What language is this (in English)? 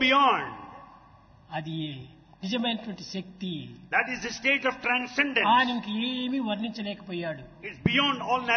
Telugu